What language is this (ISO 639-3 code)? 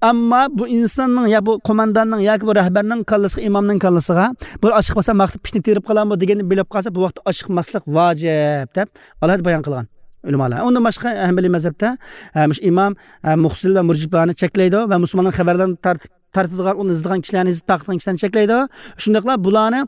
uig